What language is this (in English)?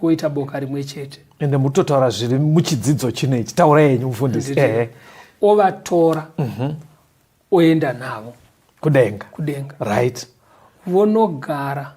Shona